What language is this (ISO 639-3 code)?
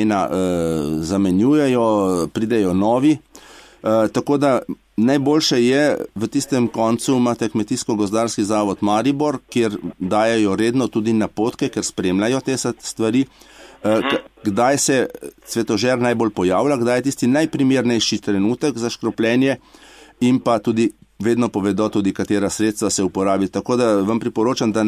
slv